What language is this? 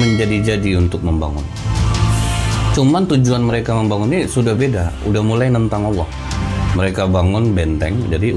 Indonesian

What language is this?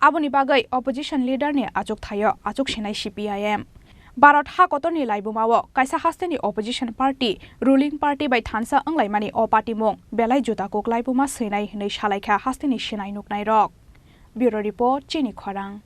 Kok Borok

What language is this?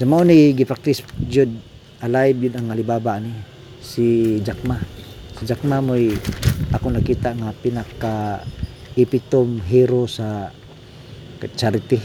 Cebuano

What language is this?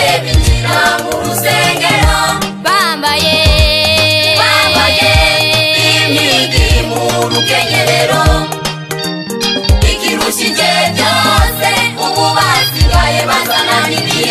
Kinyarwanda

